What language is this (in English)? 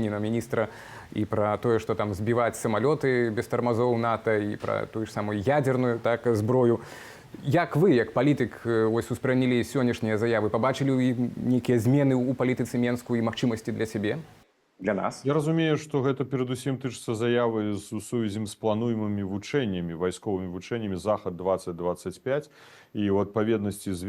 Belarusian